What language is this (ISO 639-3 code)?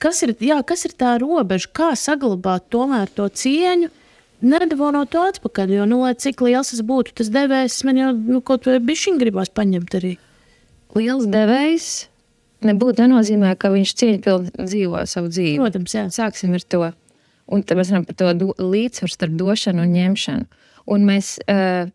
lav